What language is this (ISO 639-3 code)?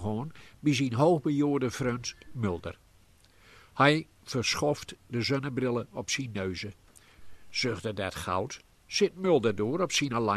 gos